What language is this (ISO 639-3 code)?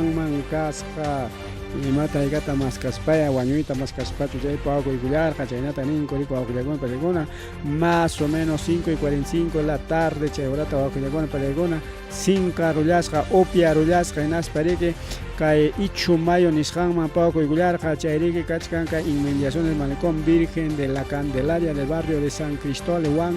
quy